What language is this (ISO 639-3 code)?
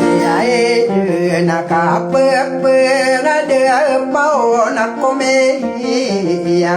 mrw